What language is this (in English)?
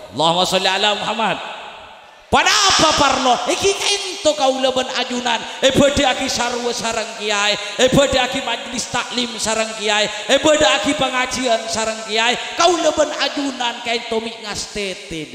Madurese